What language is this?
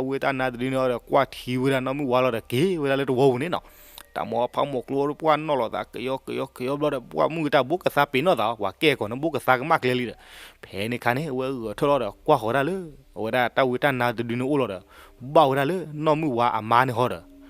S'gaw Karen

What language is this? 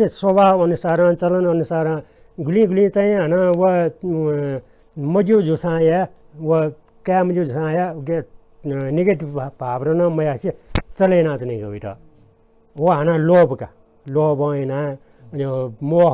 Newari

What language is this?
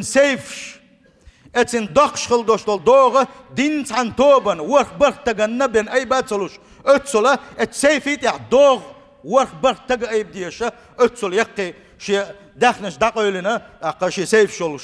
Chechen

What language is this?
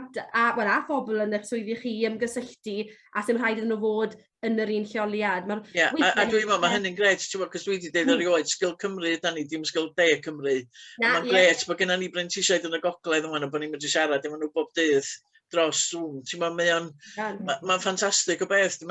Welsh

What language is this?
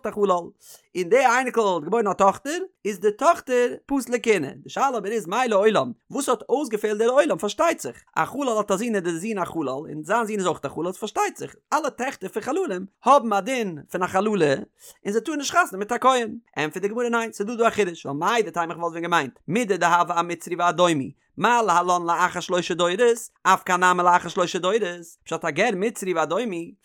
Yiddish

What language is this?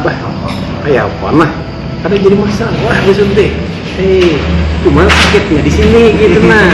Banjar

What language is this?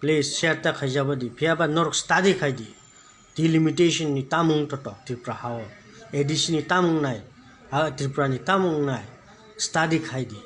Kok Borok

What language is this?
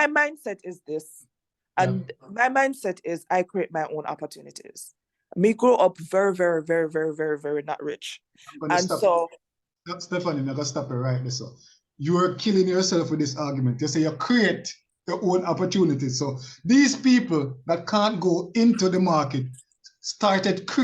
Jamaican Creole English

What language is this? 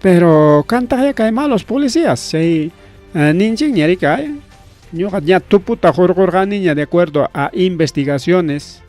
Ayacucho Quechua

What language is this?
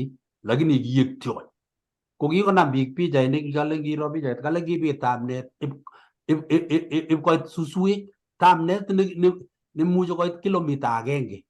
Kalenjin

